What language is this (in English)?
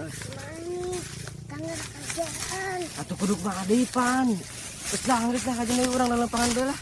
Betawi